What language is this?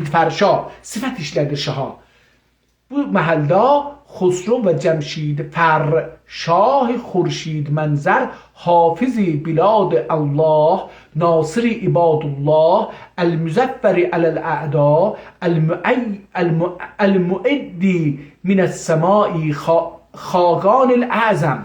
South Azerbaijani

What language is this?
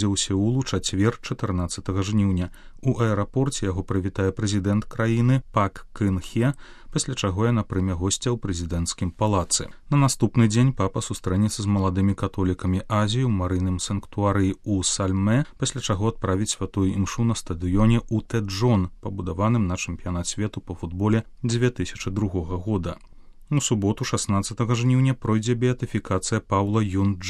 Belarusian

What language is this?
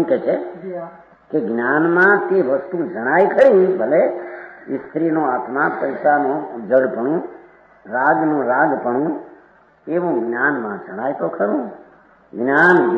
Gujarati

